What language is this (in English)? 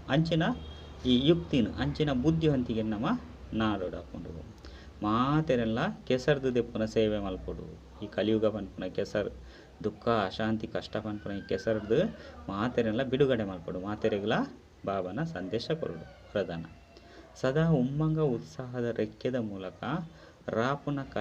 Tulu